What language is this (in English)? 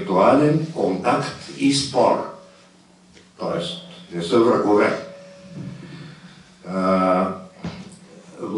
Bulgarian